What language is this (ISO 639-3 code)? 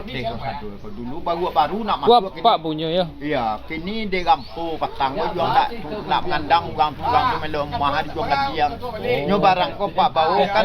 min